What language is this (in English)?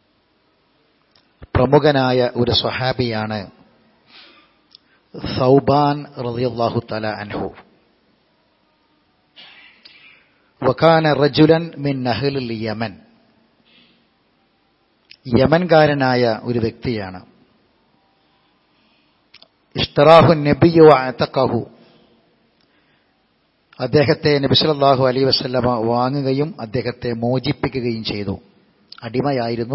Malayalam